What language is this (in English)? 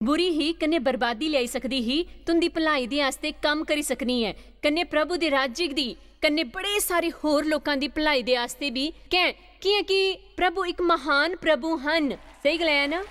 Dogri